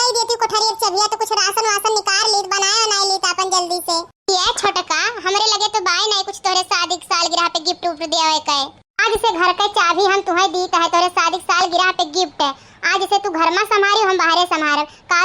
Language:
Awadhi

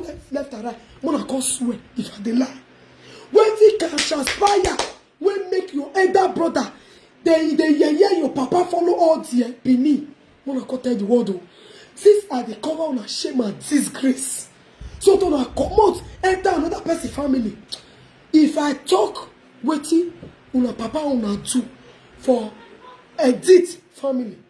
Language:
Nigerian Pidgin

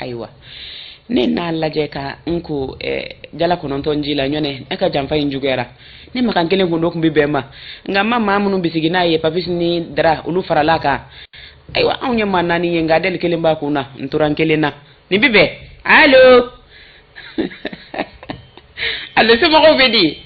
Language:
Bambara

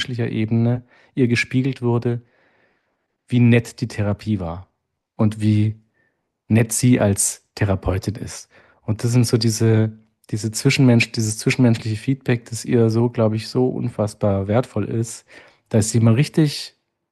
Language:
German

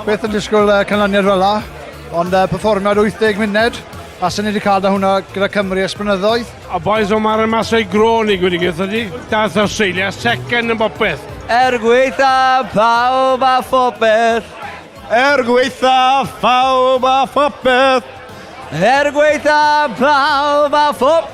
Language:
Welsh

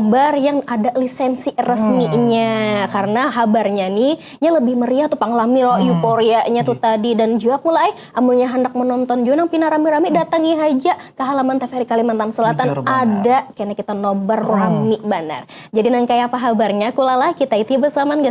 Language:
Banjar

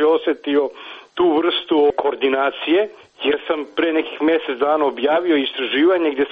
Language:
Serbian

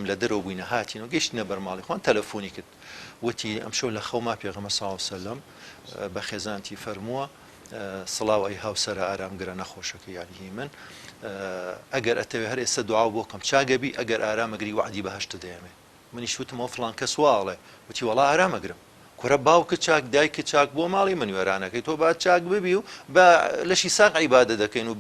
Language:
Central Kurdish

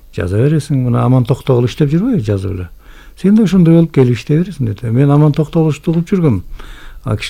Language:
Kyrgyz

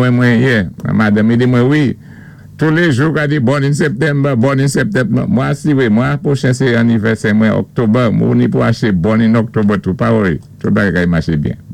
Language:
Saint Lucian Creole French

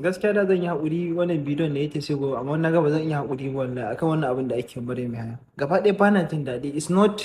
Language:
Hausa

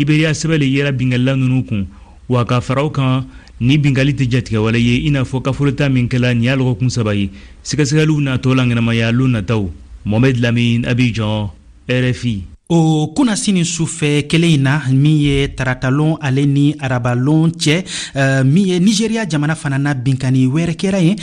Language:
Bambara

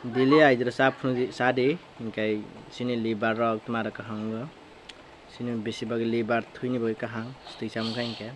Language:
Kok Borok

